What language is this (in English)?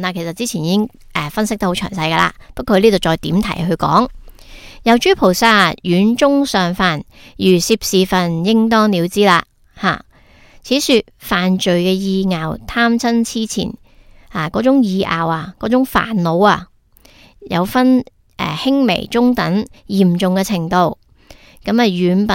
Cantonese